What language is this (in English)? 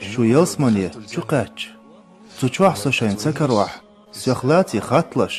Chechen